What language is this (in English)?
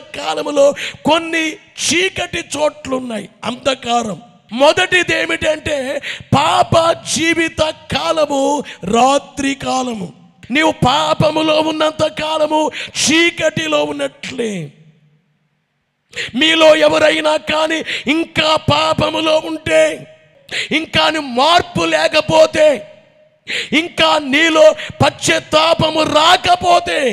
Telugu